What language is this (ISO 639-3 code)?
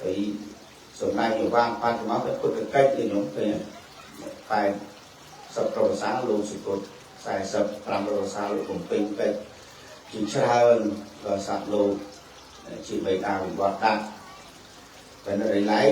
khm